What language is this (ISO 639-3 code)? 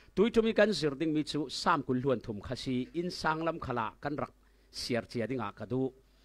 cfm